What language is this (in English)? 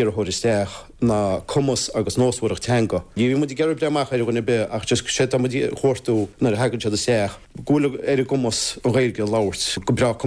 Irish